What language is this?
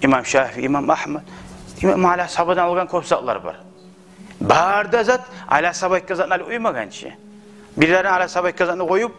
Kumyk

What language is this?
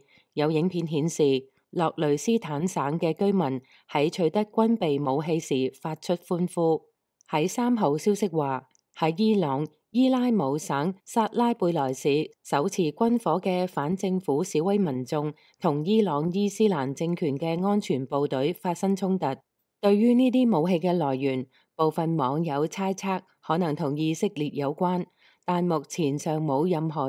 Cantonese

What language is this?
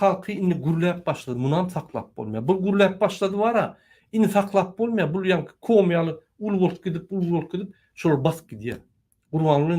Turkmen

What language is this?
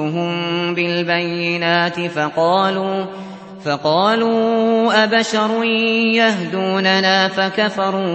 Arabic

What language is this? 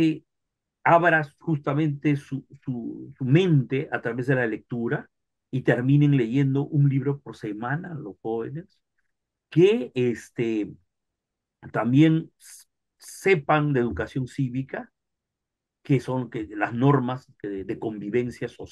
Spanish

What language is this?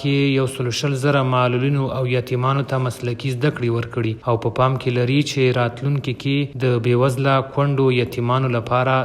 Pashto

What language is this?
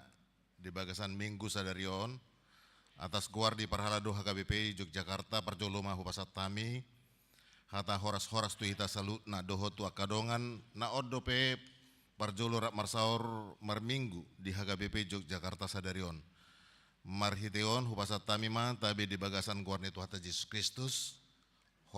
Batak Toba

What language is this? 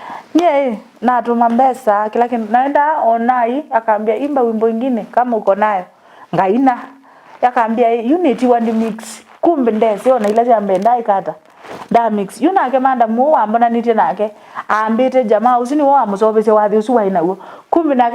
Kamba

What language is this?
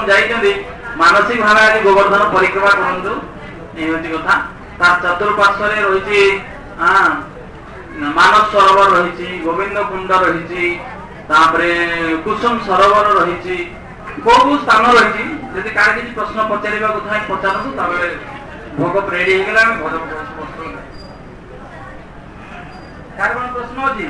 Odia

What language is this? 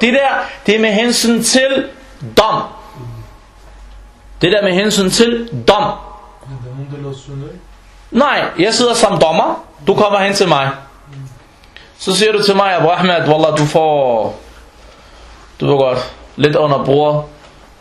Danish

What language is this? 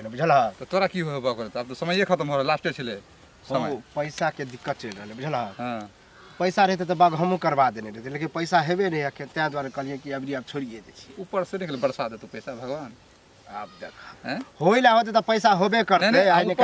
Maithili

